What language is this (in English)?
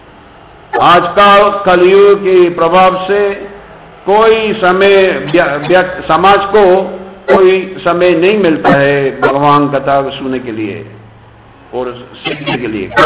Hindi